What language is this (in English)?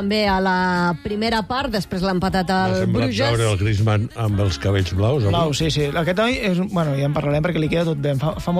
Catalan